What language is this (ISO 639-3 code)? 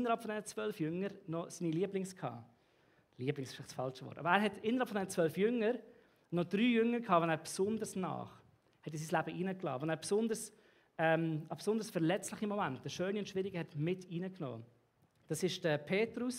gsw